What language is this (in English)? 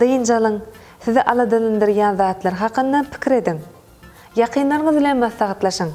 Turkmen